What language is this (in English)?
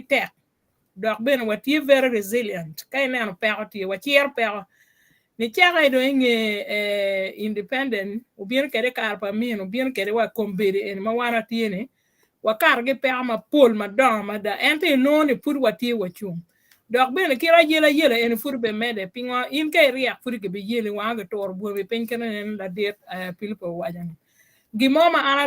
Acoli